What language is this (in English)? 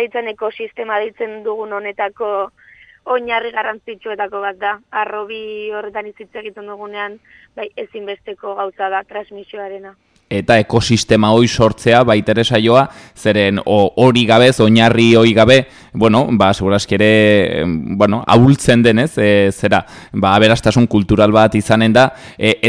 Basque